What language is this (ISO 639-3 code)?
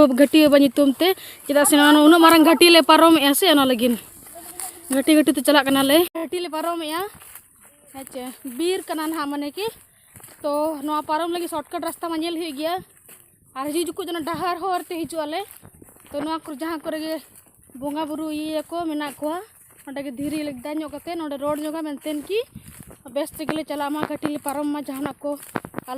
sat